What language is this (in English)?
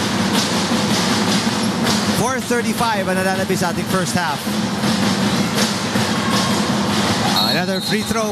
Filipino